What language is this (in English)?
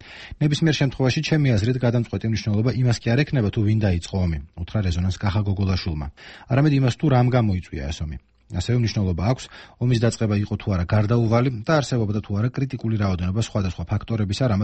Georgian